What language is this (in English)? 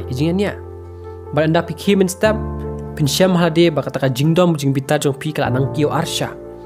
Khasi